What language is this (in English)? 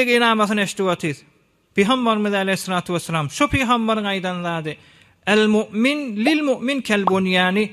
Turkmen